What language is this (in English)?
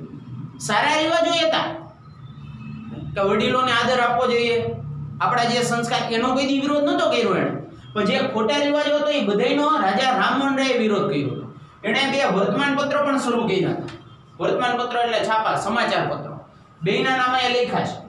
Gujarati